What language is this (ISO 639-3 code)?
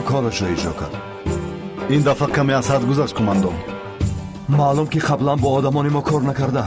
tgk